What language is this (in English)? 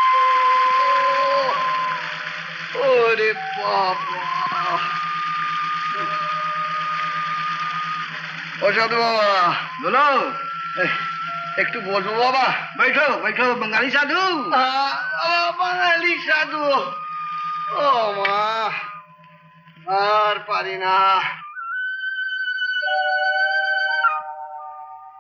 Bangla